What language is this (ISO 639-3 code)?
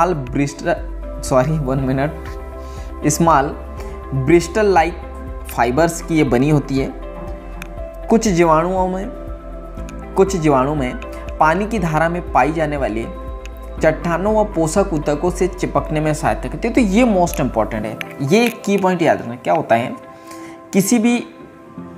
hin